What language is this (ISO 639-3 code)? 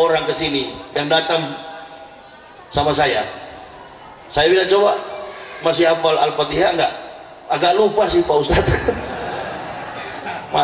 ind